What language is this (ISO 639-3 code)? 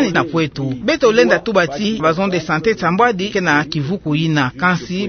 ktu